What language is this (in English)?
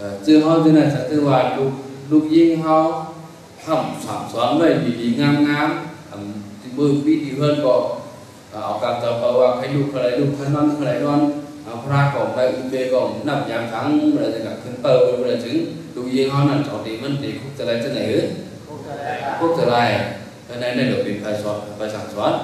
Shan